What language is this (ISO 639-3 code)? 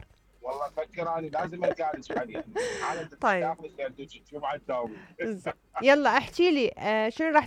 acm